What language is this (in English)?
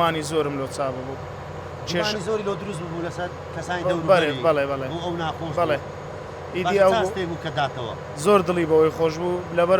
Central Kurdish